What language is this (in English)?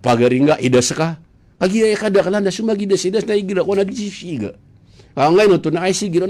Maranao